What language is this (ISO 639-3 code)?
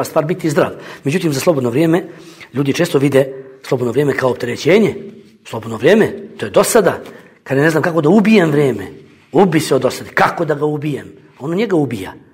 bos